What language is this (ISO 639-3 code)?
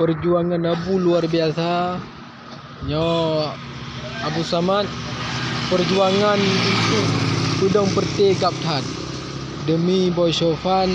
ace